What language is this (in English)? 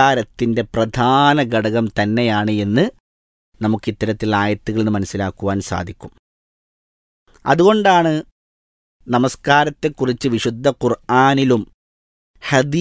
Malayalam